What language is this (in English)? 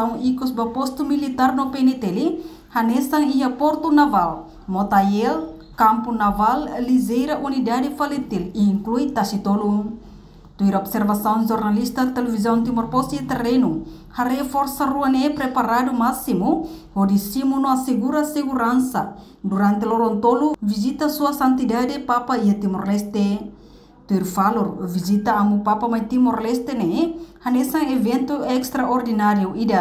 Tetum